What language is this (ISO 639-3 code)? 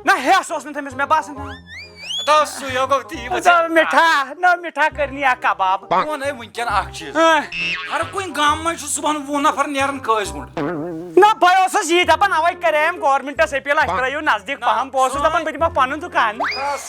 kas